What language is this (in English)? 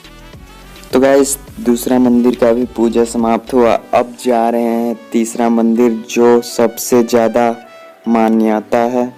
Santali